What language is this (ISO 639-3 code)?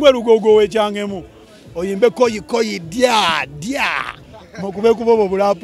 lug